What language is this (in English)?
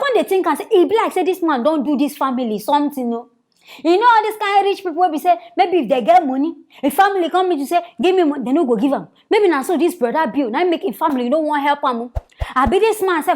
Nigerian Pidgin